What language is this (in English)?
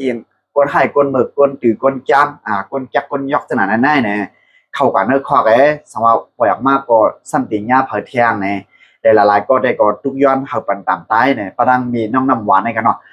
Shan